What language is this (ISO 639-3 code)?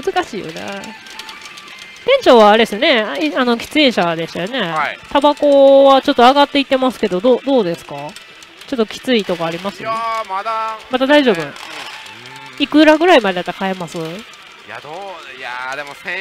jpn